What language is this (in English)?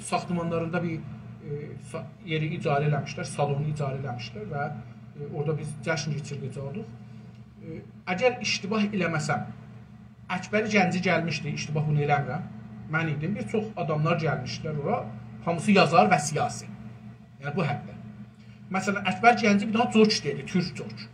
South Azerbaijani